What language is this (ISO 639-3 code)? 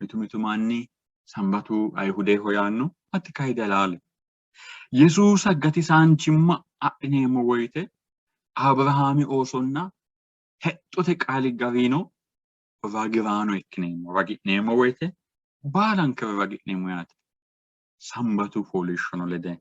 sid